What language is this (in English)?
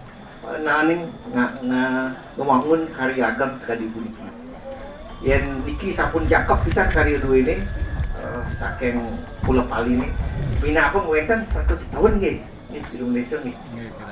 Balinese